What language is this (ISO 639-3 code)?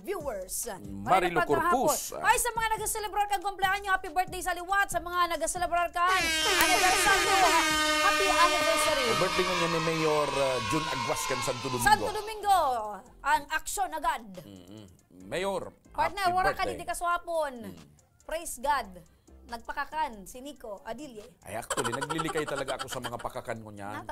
bik